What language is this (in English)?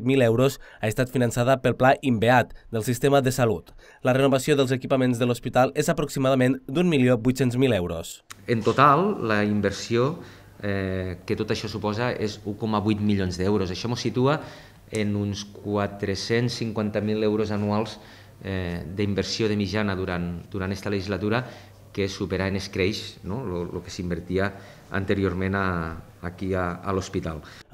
Catalan